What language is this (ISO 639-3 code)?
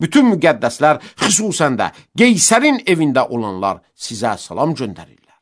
aze